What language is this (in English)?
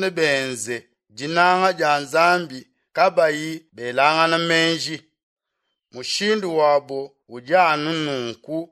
Luba-Lulua